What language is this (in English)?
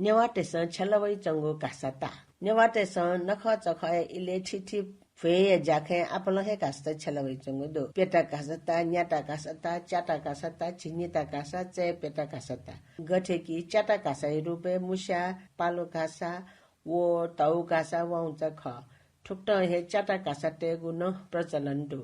Newari